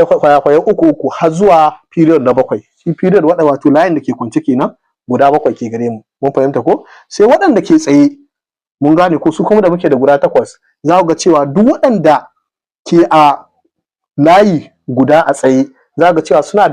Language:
Hausa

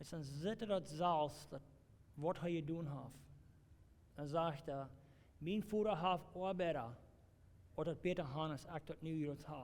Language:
Plautdietsch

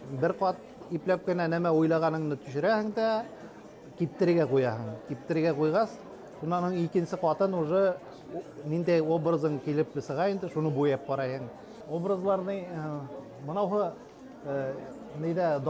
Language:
Bashkir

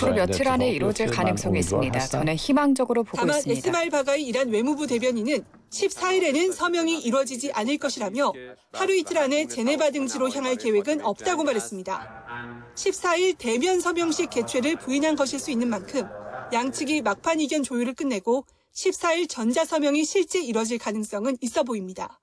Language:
Korean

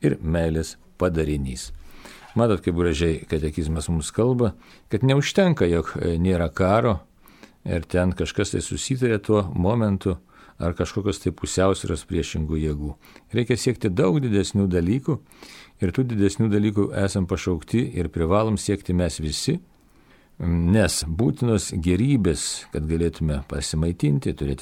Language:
Lithuanian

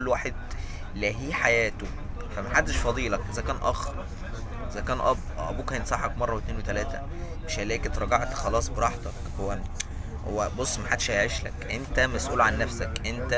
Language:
Egyptian Arabic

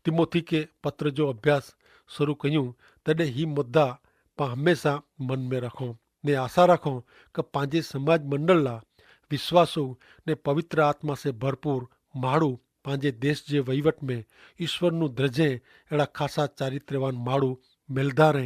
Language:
Kachhi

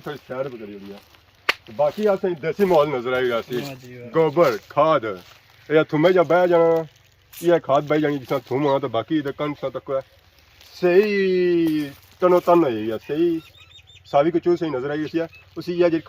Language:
Pahari-Potwari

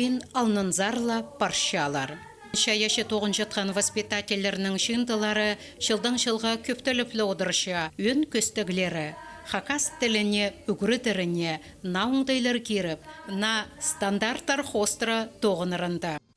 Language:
Khakas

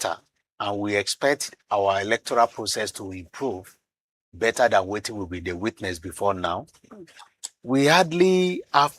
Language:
Nigerian Pidgin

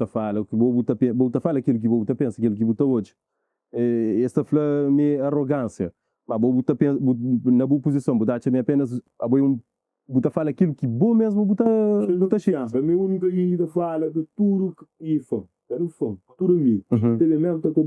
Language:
Kabuverdianu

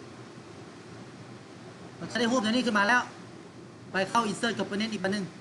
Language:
Lao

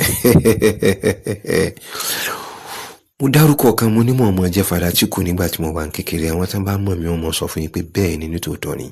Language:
Yoruba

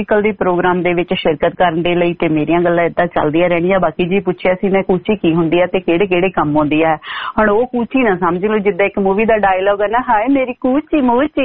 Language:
Punjabi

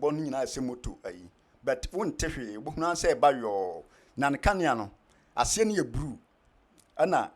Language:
Akan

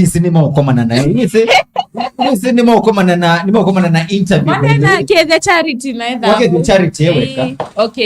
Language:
Kamba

